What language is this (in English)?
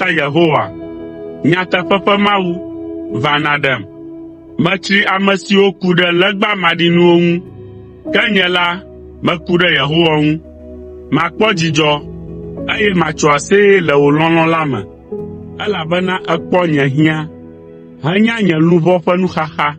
Ewe